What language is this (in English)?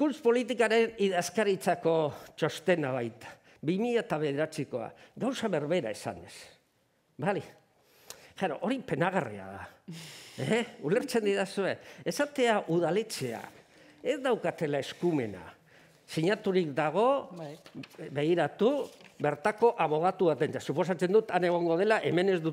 Basque